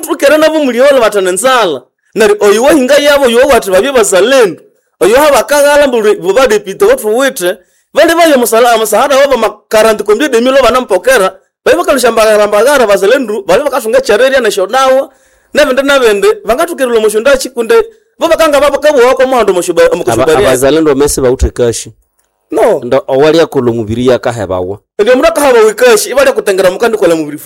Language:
Nande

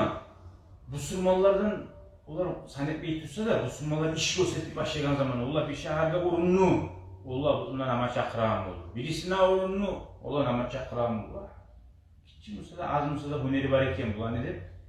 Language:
Kumyk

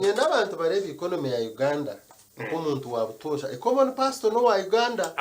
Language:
Nyankole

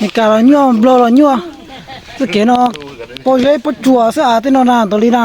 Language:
Hmong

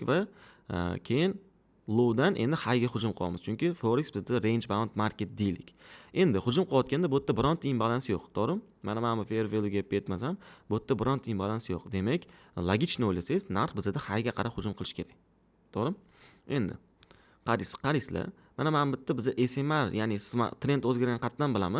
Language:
Uzbek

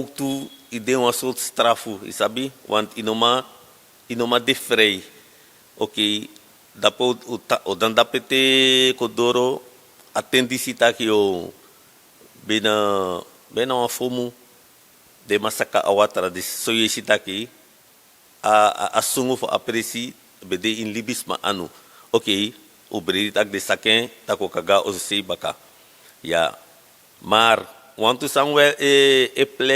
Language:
Sranan Tongo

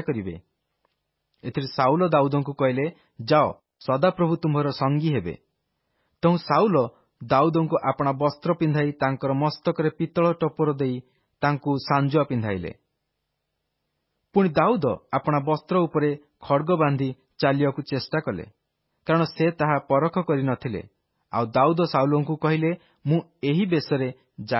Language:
Odia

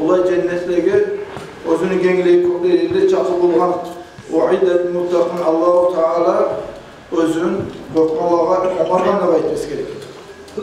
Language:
Kumyk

